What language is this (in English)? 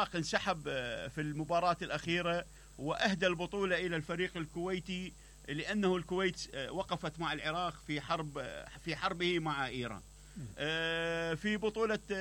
Mesopotamian Arabic